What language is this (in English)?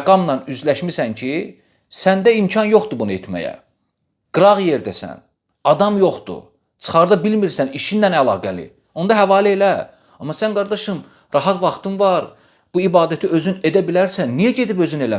Azerbaijani